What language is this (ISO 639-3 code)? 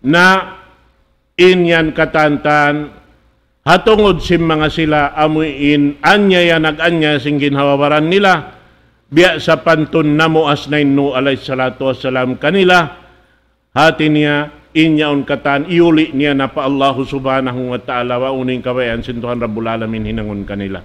tsg